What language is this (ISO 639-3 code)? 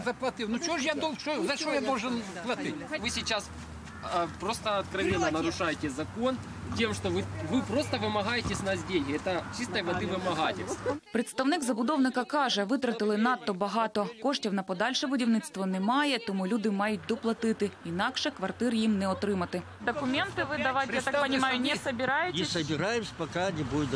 ukr